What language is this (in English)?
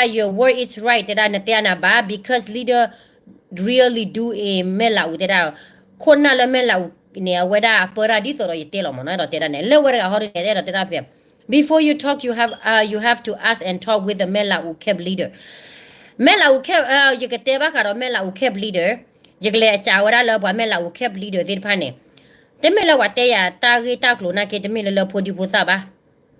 S'gaw Karen